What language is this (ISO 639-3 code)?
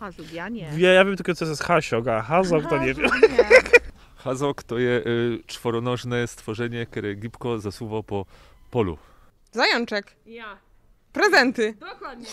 szl